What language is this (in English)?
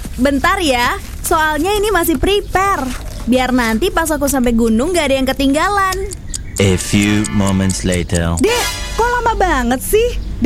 Indonesian